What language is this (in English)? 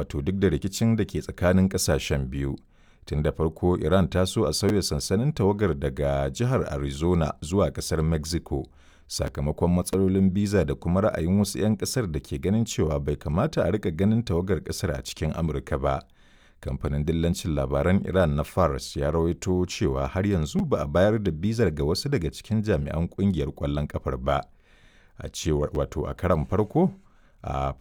Hausa